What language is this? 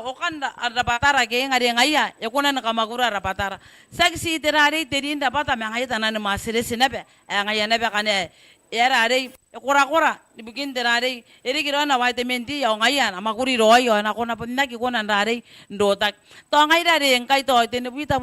Gilbertese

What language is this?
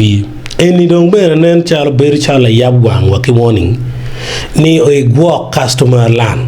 Acoli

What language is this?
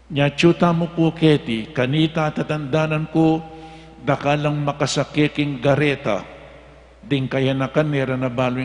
Pampanga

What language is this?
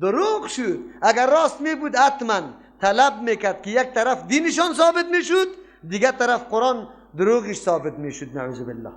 Persian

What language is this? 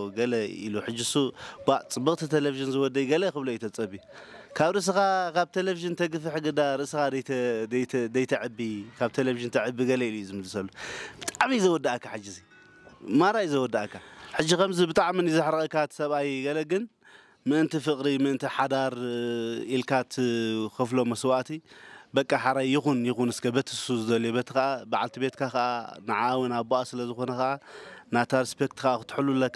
Tigrinya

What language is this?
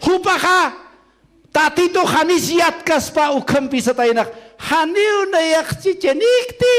Aymara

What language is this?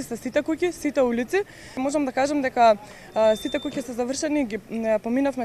Macedonian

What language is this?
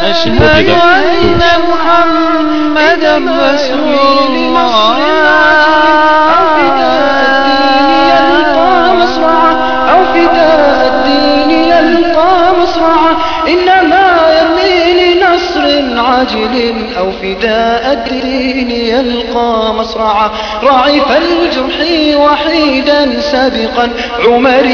Bosnian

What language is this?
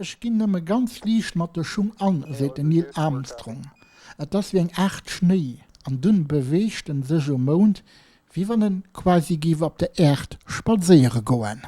Luxembourgish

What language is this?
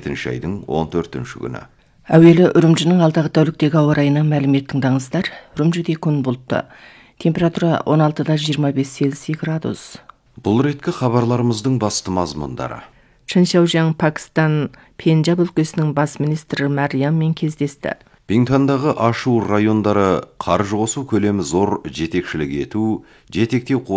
Kazakh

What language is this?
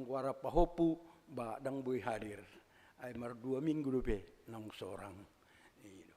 Batak Toba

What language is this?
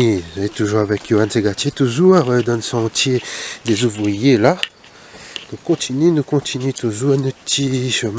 Réunion Creole French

